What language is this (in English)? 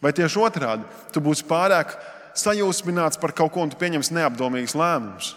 Latvian